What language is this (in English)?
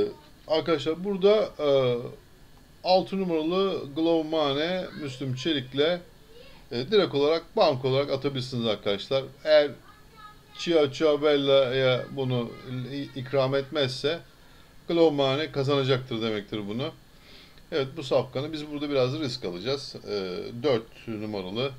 Turkish